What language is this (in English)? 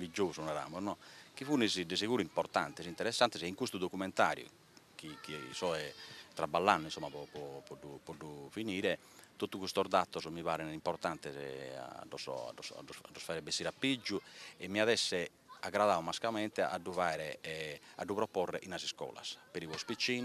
Sardinian